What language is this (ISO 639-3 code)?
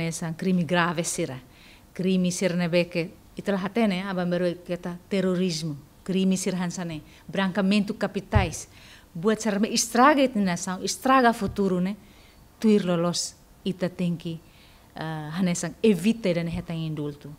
tet